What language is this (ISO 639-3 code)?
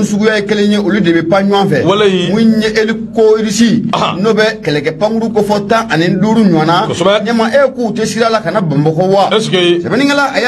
bam